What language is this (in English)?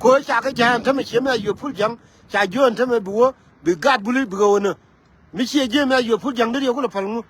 Nuer